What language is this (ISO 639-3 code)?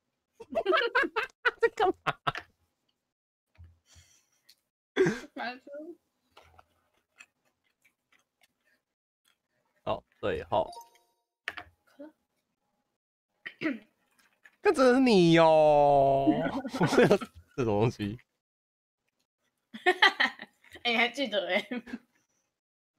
zho